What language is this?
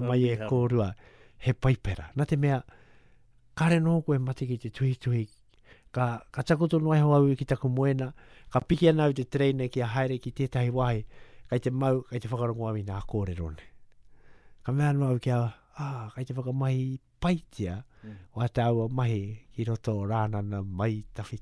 Māori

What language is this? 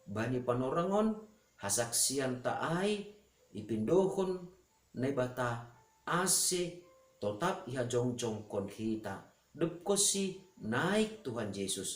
Batak Simalungun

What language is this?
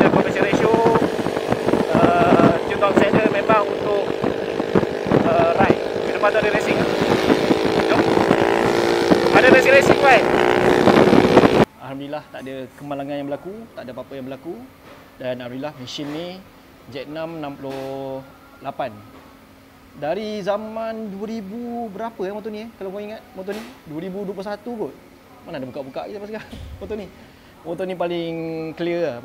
Malay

